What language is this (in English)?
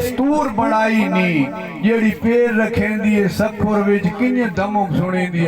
Saraiki